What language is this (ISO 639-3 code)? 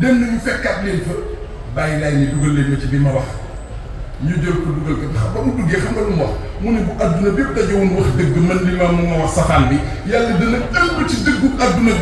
wol